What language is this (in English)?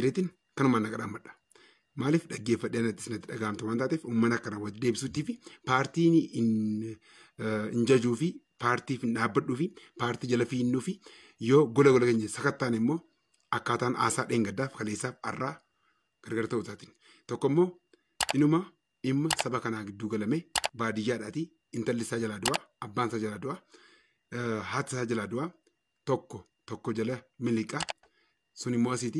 Oromo